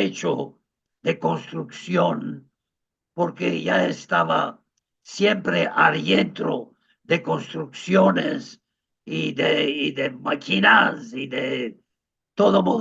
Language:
Ladino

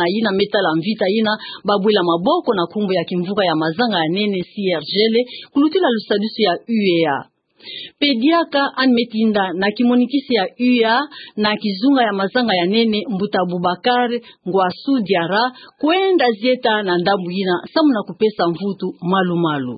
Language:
Kituba (Democratic Republic of Congo)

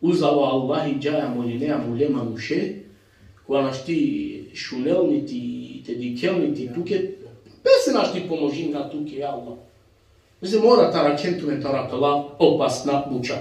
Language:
Balkan Romani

